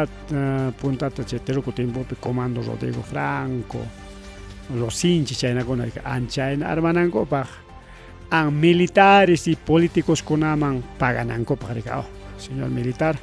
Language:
Ayacucho Quechua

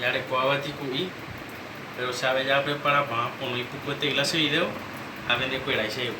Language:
Guarani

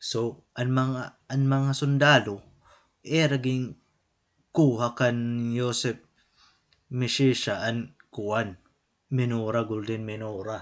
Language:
Waray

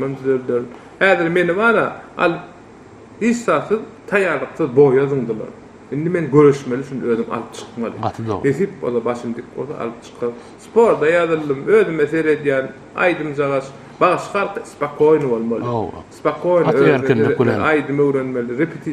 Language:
Turkmen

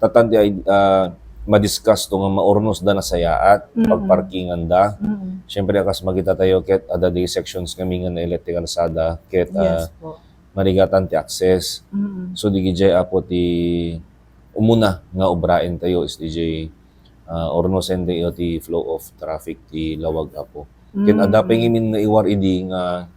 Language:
Iloko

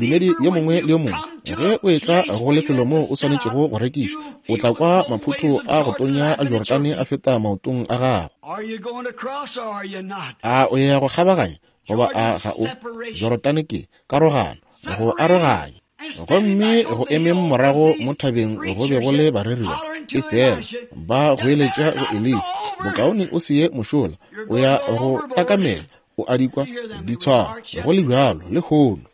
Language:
Northern Sotho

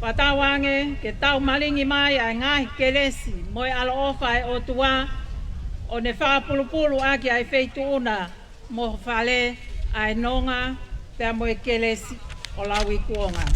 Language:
Tongan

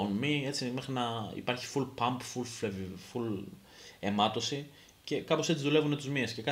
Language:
Greek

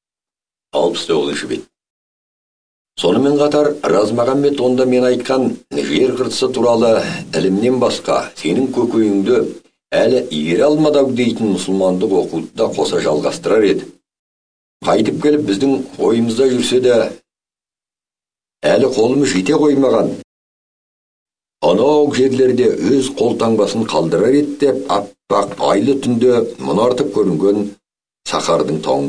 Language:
Kazakh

